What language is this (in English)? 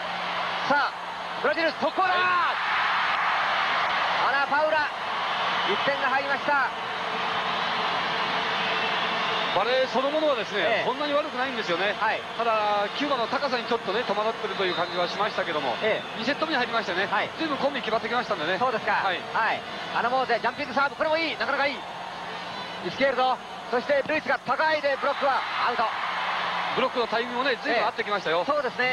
Japanese